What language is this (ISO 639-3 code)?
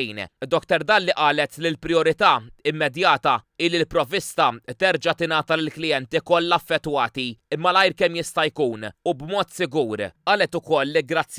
mlt